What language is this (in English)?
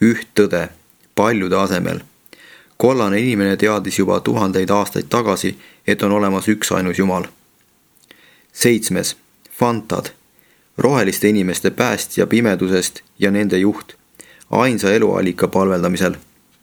Estonian